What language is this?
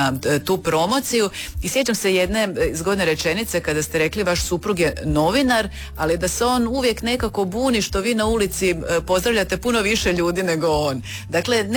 Croatian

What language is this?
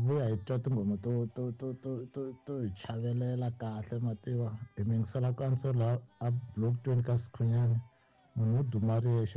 Tsonga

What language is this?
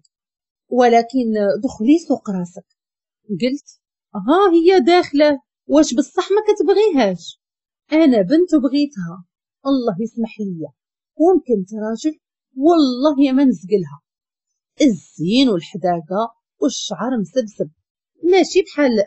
Moroccan Arabic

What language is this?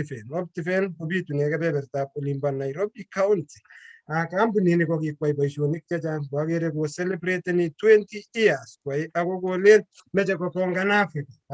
Kalenjin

